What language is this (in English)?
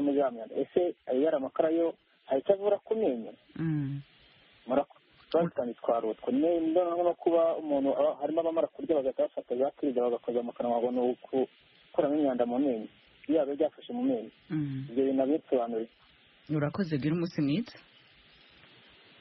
Kinyarwanda